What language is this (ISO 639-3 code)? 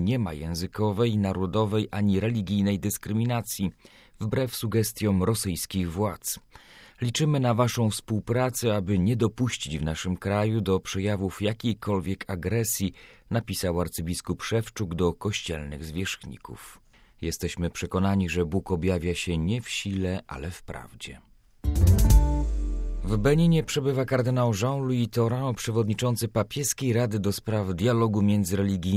pol